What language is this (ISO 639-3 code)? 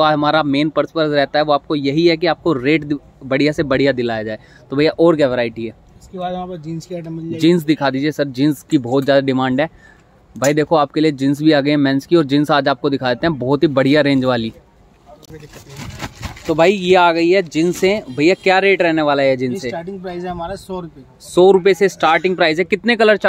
hin